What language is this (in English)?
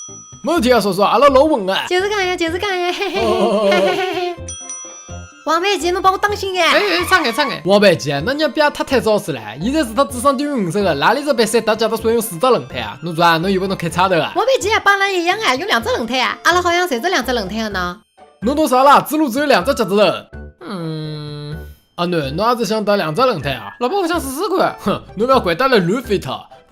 Wu Chinese